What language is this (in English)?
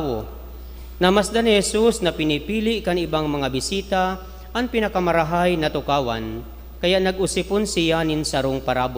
Bikol